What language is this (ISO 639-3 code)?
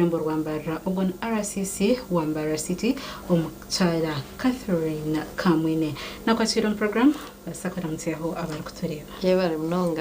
nyn